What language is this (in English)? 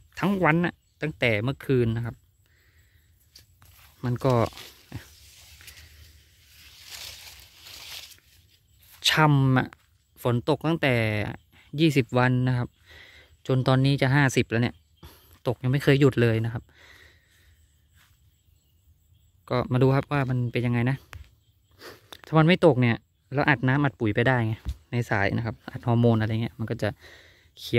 Thai